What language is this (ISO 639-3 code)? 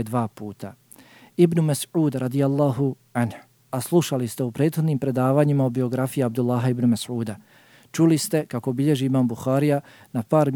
bos